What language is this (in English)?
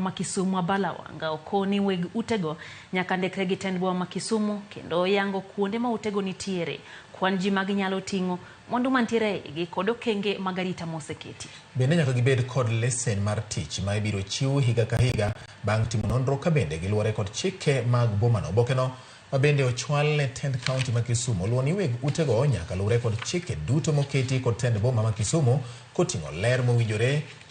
Luo (Kenya and Tanzania)